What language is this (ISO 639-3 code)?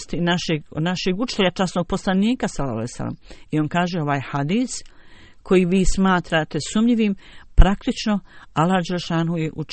bos